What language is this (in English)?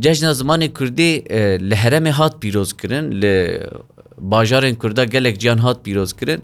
Kurdish